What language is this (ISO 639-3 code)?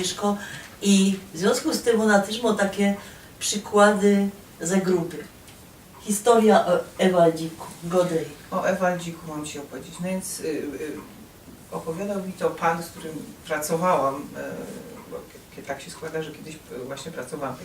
szl